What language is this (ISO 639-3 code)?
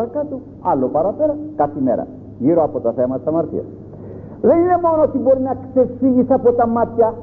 ell